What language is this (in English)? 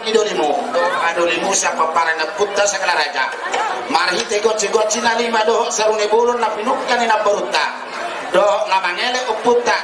Batak Toba